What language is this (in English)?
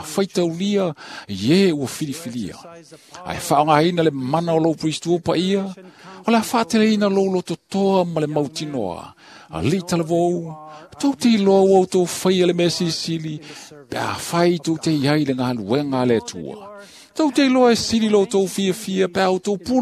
Samoan